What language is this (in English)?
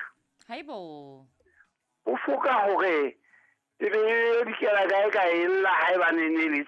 Southern Sotho